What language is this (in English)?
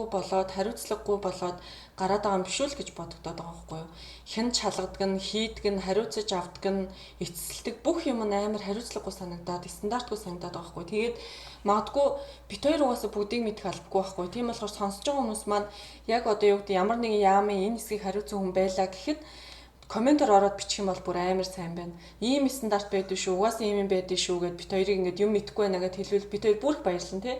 Mongolian